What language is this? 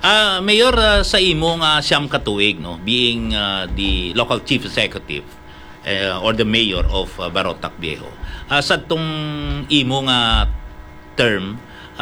Hiligaynon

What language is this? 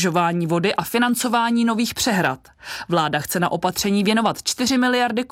Czech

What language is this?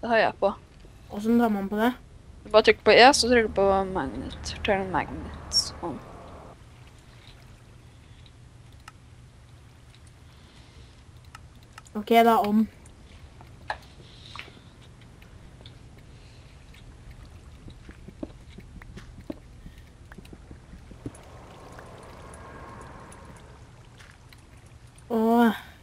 Norwegian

